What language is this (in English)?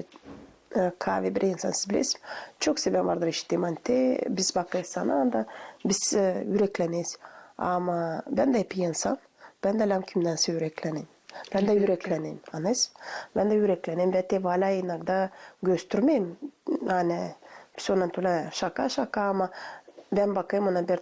Gagauz